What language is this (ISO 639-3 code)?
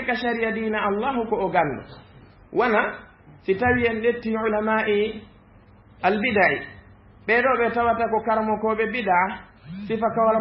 ful